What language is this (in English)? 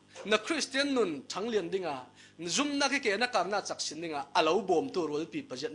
Falam Chin